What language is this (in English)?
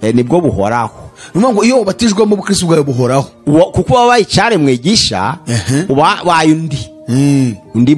Kinyarwanda